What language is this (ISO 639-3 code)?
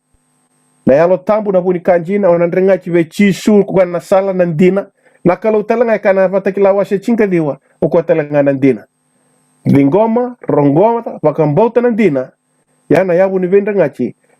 fij